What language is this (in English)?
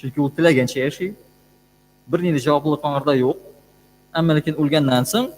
Tatar